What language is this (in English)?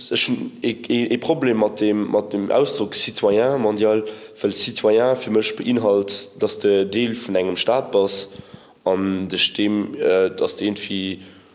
Luxembourgish